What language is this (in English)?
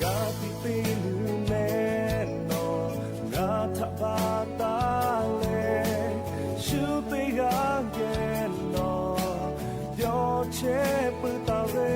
Lahu